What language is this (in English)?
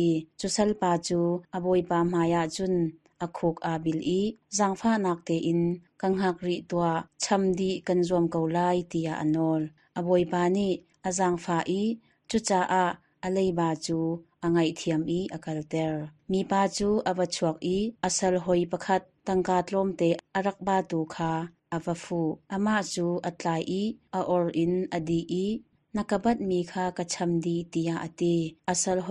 Hakha Chin